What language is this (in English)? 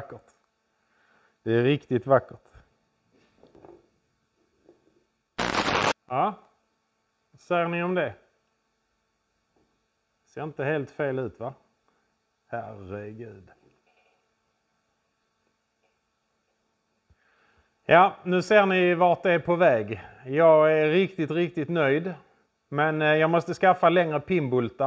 Swedish